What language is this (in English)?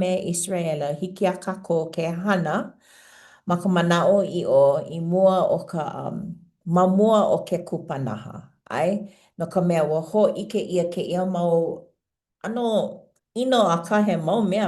Hawaiian